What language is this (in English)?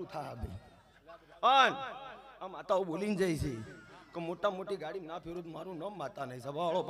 Gujarati